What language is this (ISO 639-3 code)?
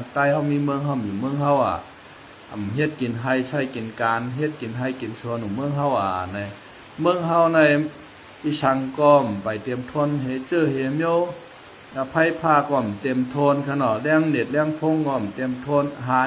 shn